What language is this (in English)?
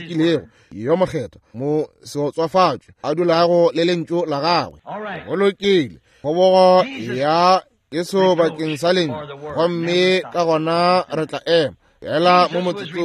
Northern Sotho